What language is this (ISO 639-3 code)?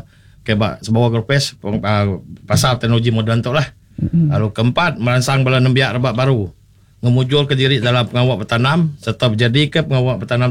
iba